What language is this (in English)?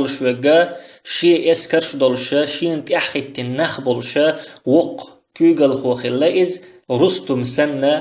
Chechen